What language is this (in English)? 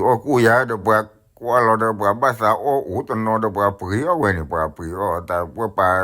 S'gaw Karen